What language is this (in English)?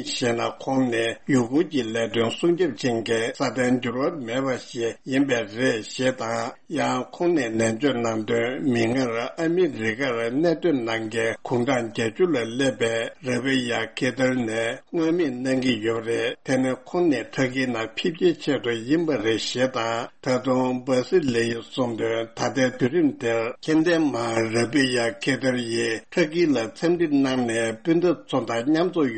Tibetan